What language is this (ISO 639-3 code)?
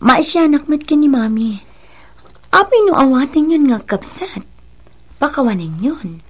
ilo